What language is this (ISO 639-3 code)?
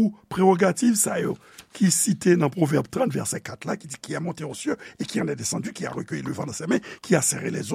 hat